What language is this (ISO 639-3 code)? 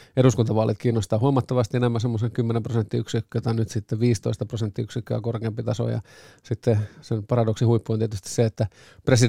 fin